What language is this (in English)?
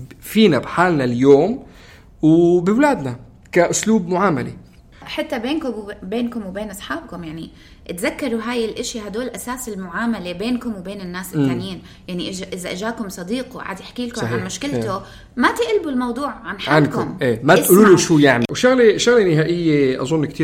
North Levantine Arabic